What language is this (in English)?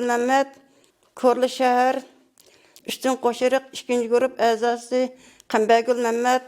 Uyghur